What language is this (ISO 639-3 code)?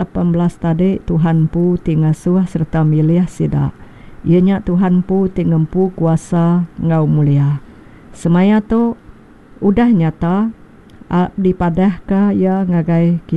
iba